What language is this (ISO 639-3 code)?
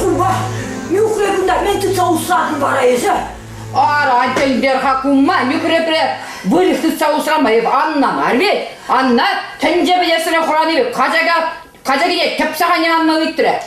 chv